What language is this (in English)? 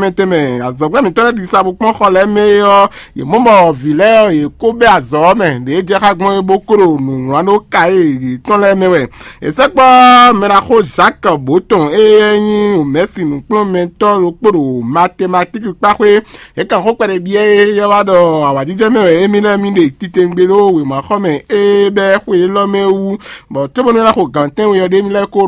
Fon